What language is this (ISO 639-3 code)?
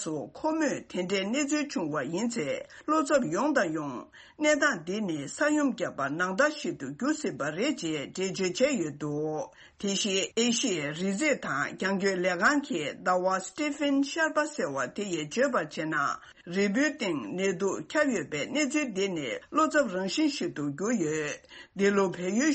bod